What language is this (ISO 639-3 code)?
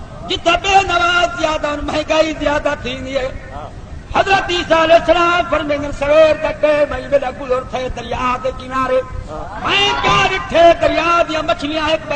skr